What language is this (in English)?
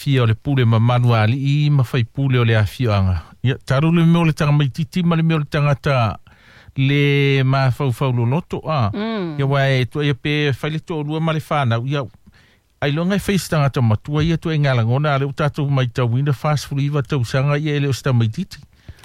Samoan